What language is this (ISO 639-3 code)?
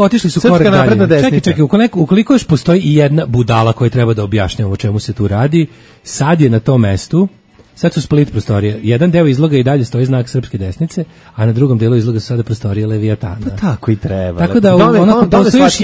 srp